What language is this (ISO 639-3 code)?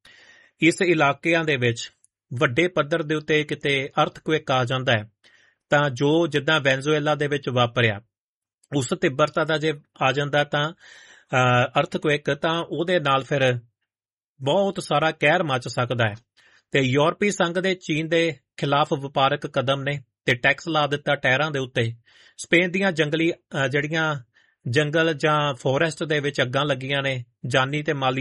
pan